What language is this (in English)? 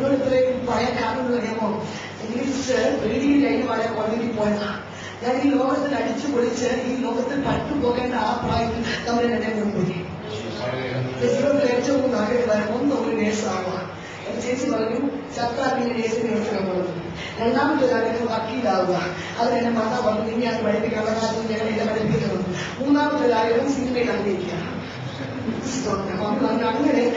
Malayalam